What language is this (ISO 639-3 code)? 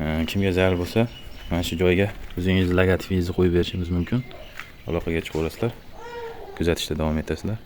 uzb